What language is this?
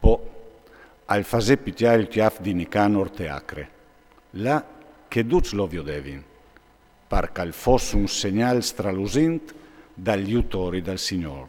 Friulian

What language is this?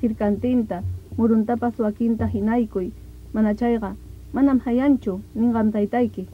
Ayacucho Quechua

